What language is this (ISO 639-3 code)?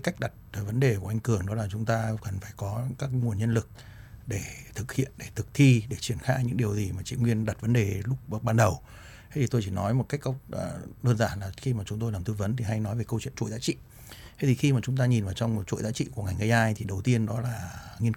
vie